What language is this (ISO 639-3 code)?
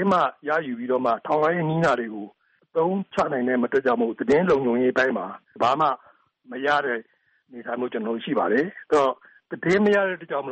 mya